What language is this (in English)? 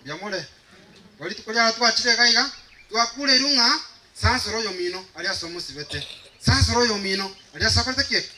Gusii